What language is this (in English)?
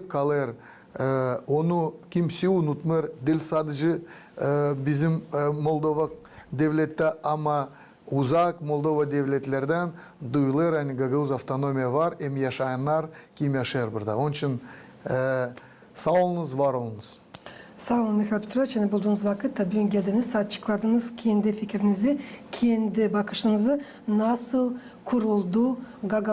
Gagauz